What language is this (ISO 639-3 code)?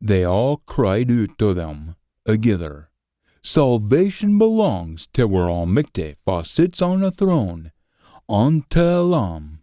sco